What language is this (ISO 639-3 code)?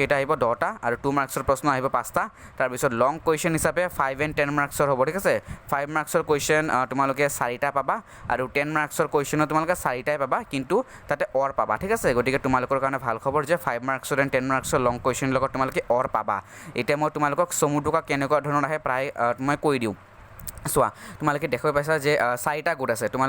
asm